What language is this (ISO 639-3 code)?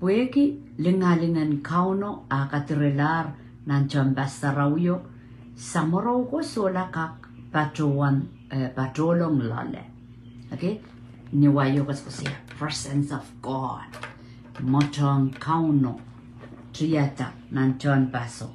pon